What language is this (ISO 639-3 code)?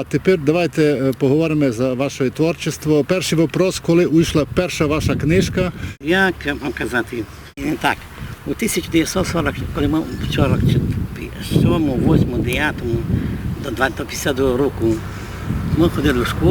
rue